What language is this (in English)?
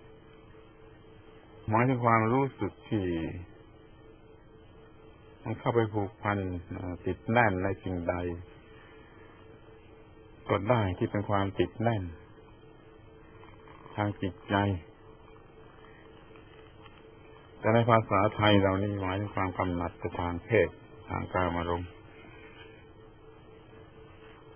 Thai